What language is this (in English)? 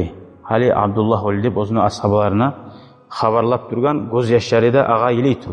Kumyk